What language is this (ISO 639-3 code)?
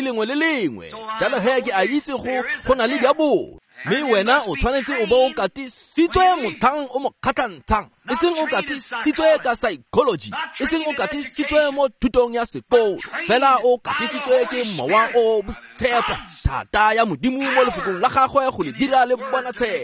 tsn